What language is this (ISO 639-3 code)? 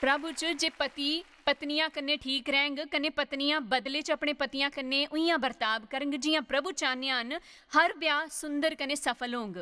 doi